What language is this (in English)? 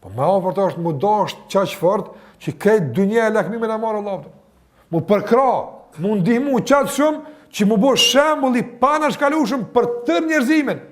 Albanian